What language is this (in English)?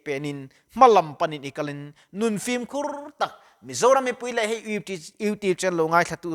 Mizo